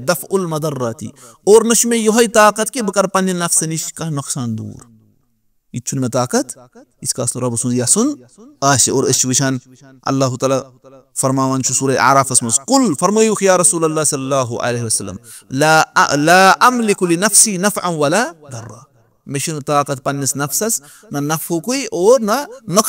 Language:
Kashmiri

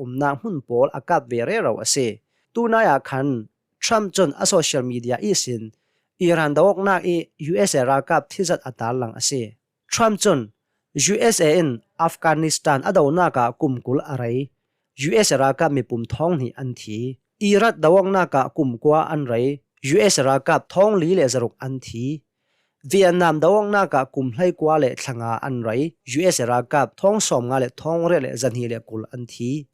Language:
Hakha Chin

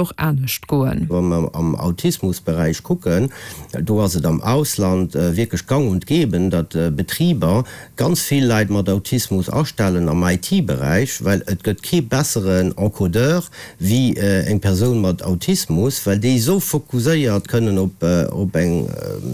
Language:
Luxembourgish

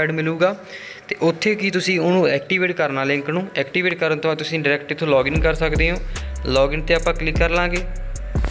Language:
Punjabi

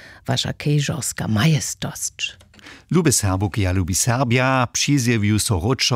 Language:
Upper Sorbian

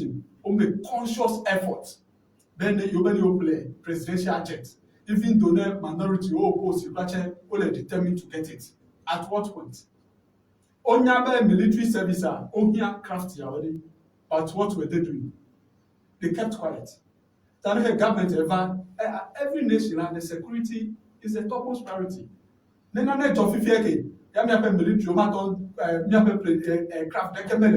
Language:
Ewe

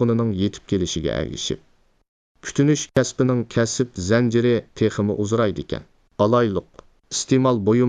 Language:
Uyghur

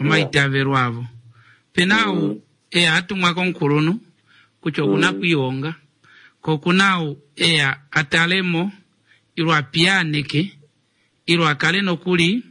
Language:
Kuanyama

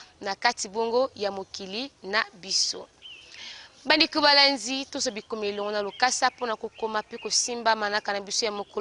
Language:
Lingala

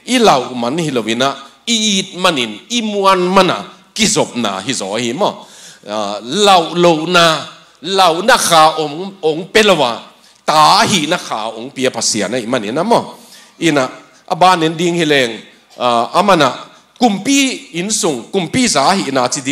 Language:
Tedim Chin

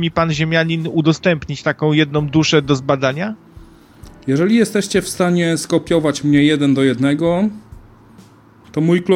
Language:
Polish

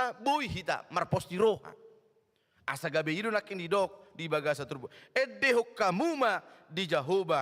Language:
Batak Toba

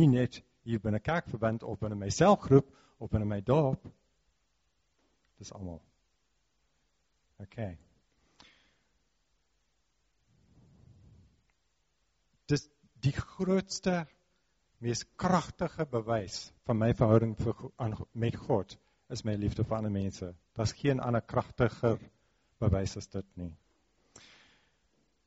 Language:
Afrikaans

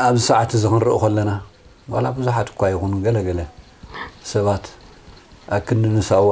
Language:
Tigrinya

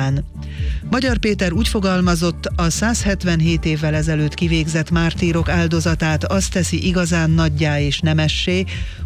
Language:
Hungarian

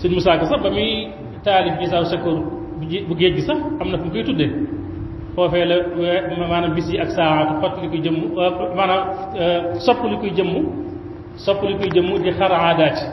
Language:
Wolof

